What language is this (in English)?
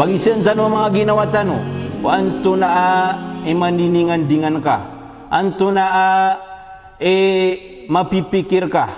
Maranao